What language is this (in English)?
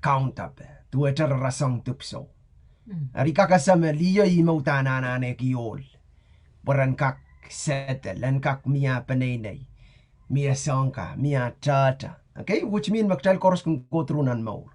Pohnpeian